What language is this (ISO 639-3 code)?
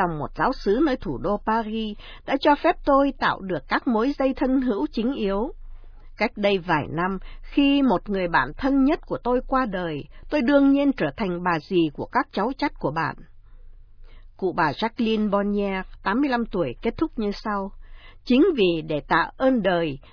vie